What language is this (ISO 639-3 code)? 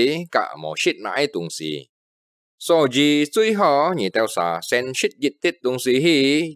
hak